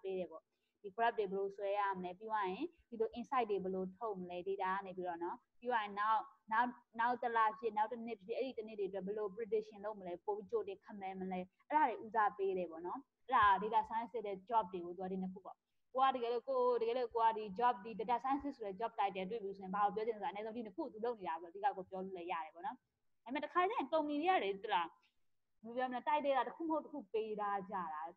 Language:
Burmese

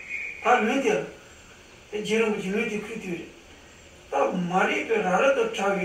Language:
Tibetan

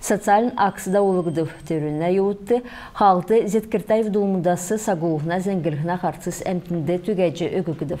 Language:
Kalmyk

